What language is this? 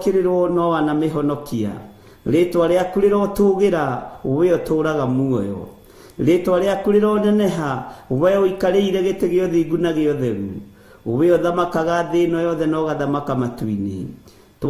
Kikuyu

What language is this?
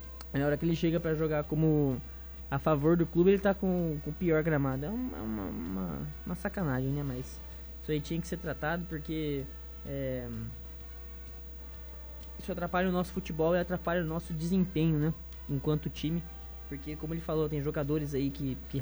Portuguese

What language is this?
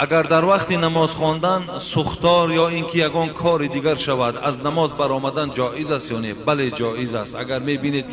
Tajik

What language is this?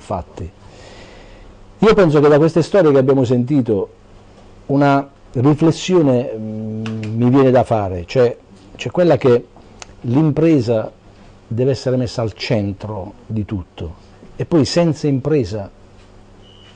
Italian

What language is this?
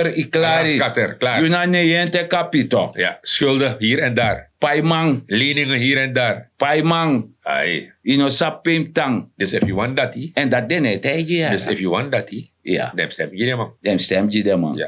Sranan Tongo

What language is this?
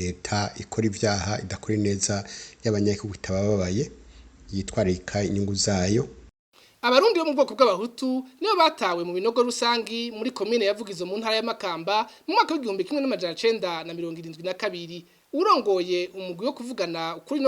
Rundi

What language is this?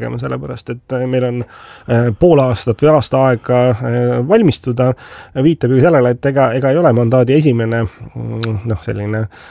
Estonian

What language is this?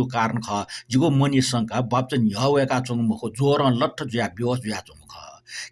Newari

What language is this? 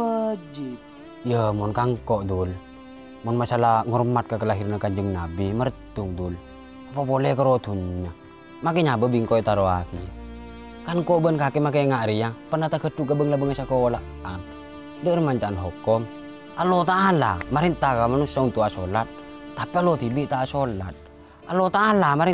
Madurese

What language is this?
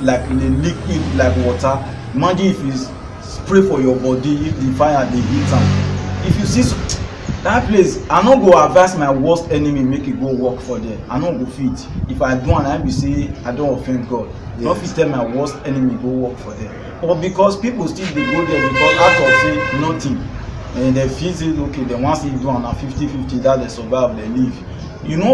Nigerian Pidgin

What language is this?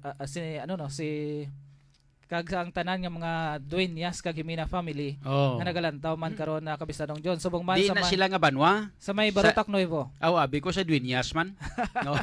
Hiligaynon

